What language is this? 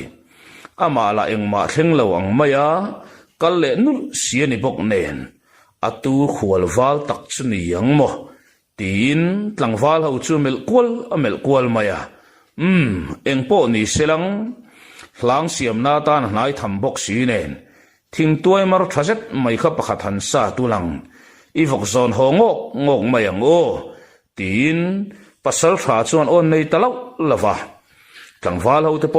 Mizo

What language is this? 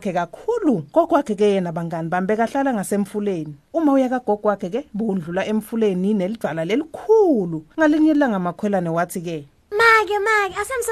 Swati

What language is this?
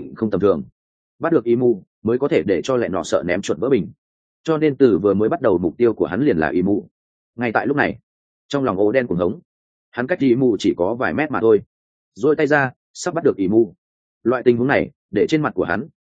Vietnamese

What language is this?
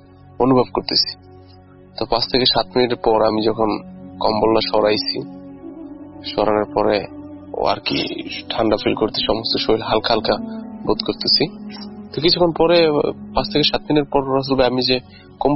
Bangla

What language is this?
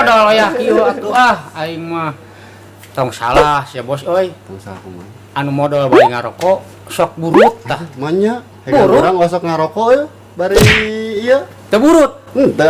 Sundanese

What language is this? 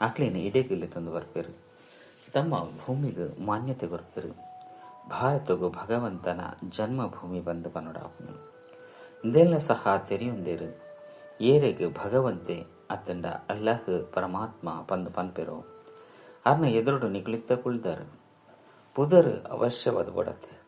Tulu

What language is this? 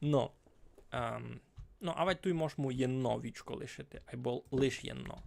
Rusyn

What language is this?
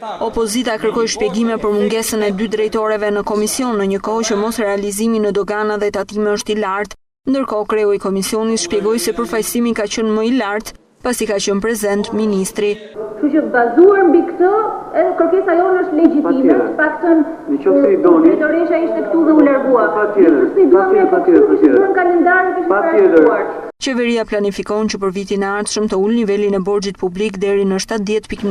Albanian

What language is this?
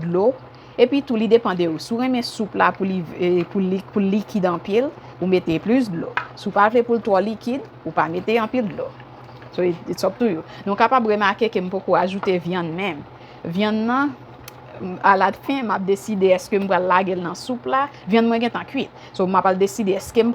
Haitian Creole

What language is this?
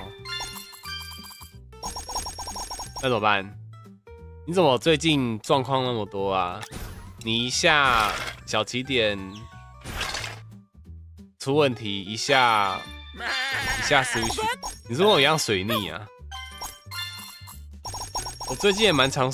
Chinese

